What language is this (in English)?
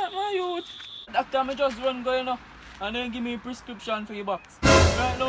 Jamaican Creole English